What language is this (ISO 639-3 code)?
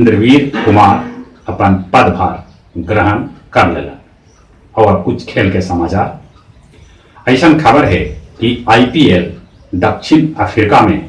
mag